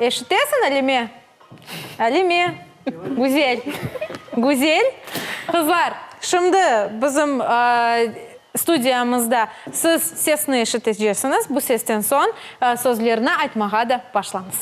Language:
Crimean Tatar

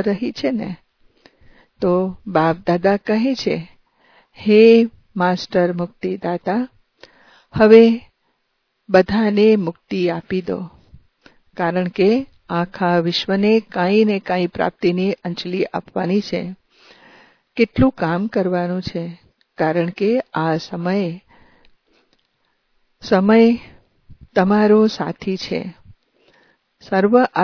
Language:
Gujarati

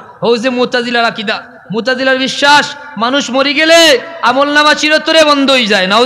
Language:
Sylheti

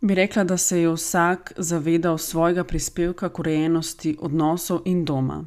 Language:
Slovenian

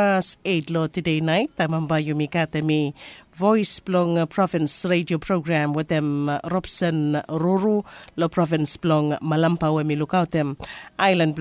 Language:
Bislama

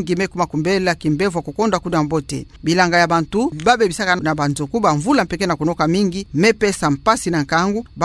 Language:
Kituba (Democratic Republic of Congo)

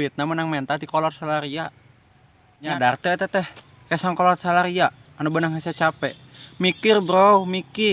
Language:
Sundanese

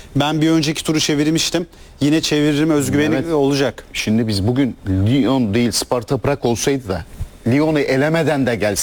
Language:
Turkish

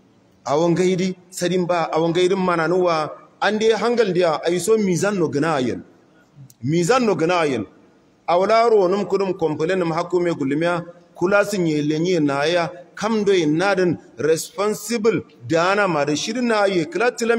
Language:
Hausa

